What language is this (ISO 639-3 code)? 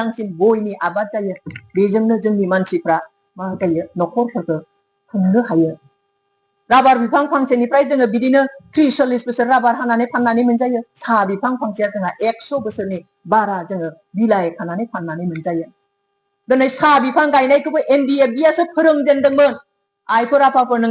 brx